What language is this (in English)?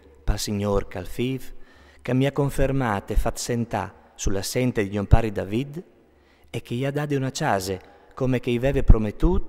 Friulian